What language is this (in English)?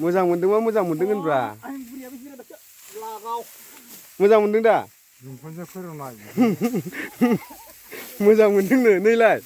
Bodo